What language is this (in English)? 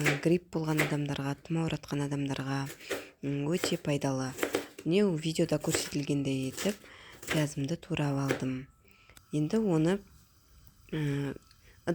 Kazakh